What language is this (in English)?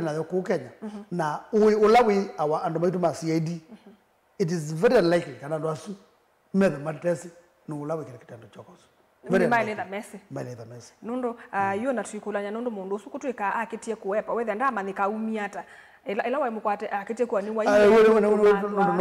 Kamba